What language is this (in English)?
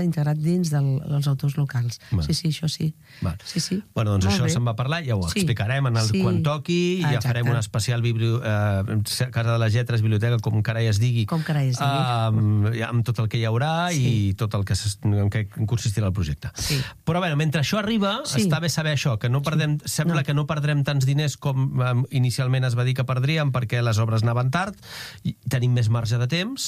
Catalan